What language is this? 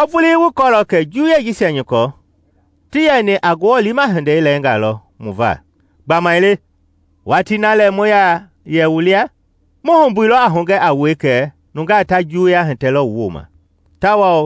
Mende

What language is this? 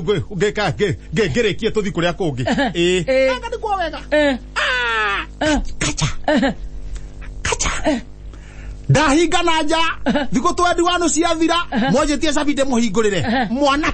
Kikuyu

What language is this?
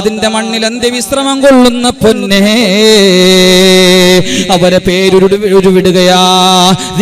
Malayalam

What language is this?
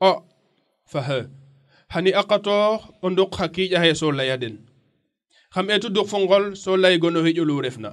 Serer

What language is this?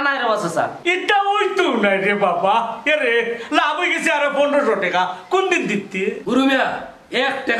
Sylheti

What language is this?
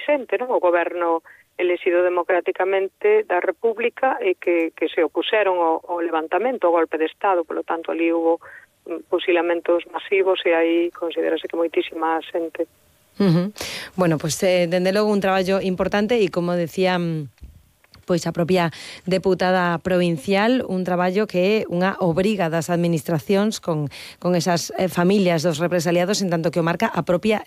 Galician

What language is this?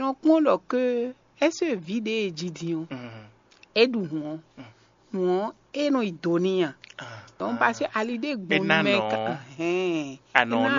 Fon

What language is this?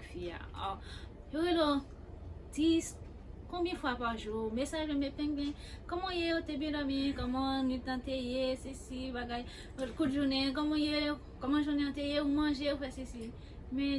Haitian Creole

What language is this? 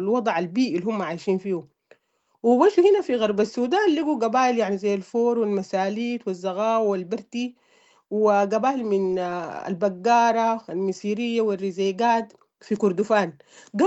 Sudanese Arabic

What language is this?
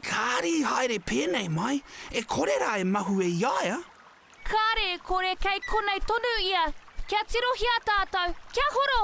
Māori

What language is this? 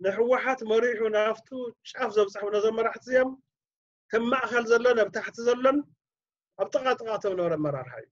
Tigrinya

